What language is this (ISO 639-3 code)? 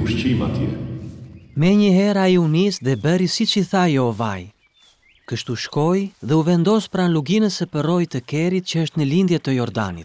sqi